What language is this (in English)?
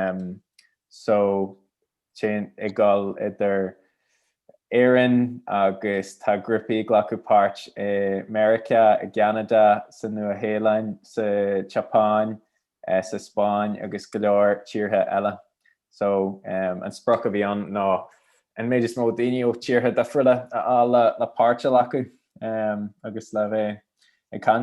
Irish